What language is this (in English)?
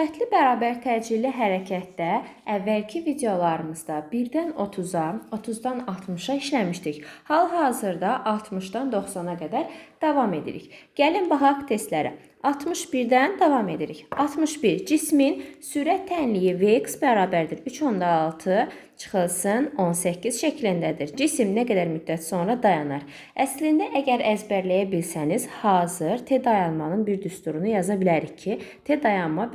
Azerbaijani